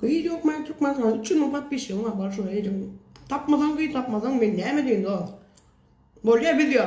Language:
Turkmen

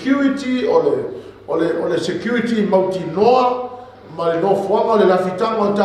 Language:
Samoan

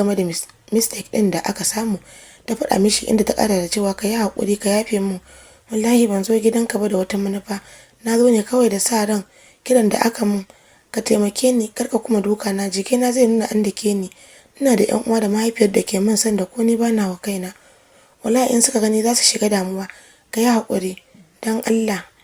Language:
Hausa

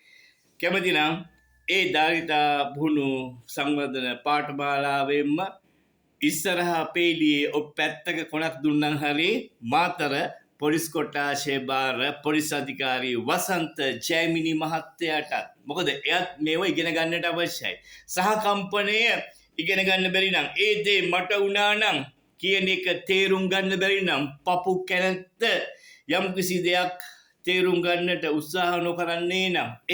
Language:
Sinhala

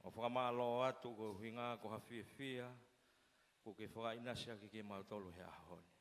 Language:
Tongan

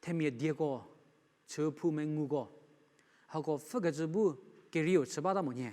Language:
Angami Naga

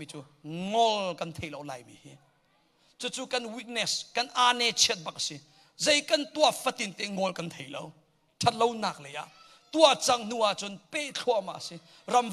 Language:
Hakha Chin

